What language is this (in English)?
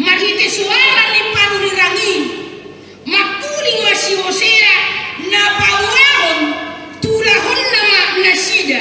Batak Toba